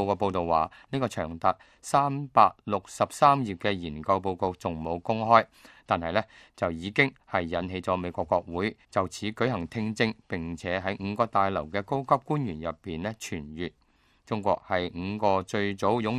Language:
Cantonese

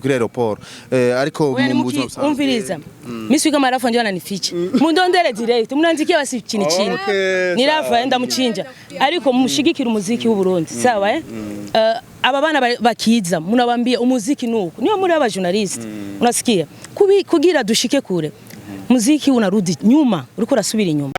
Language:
Rundi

